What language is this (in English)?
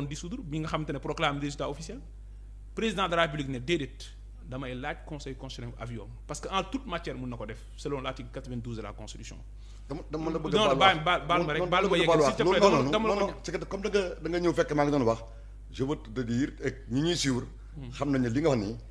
Wolof